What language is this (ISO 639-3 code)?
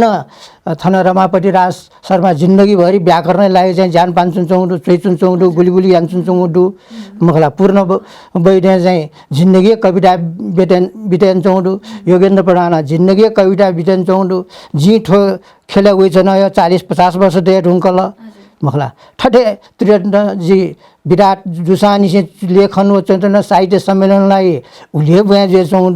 new